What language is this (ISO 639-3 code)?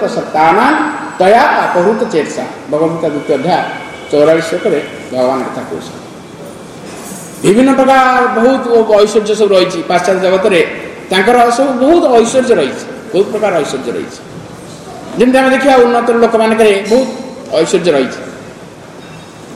ori